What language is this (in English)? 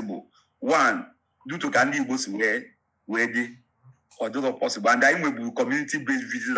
Igbo